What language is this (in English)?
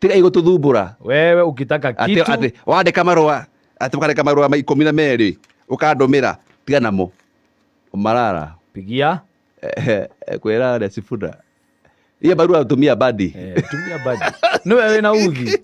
Kikuyu